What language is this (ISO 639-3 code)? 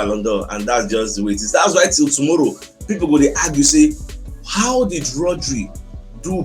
pcm